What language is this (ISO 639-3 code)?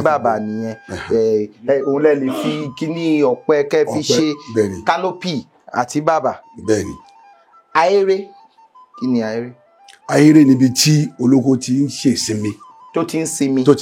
yor